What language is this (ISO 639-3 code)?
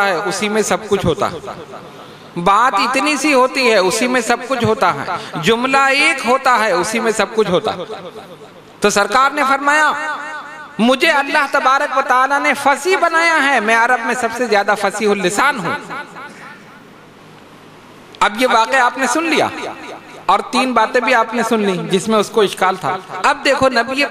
urd